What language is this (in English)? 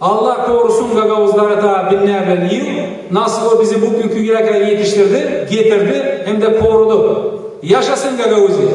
Gagauz